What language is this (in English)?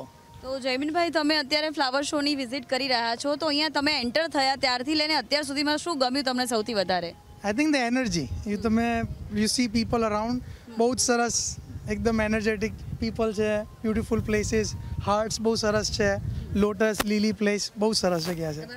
Gujarati